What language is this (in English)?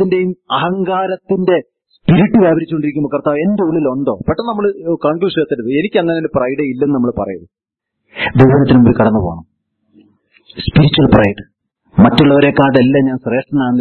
Malayalam